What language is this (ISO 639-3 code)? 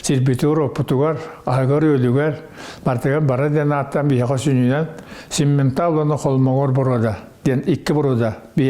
sah